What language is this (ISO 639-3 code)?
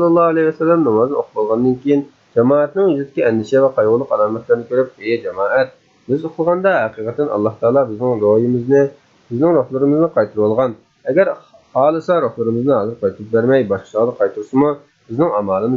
uig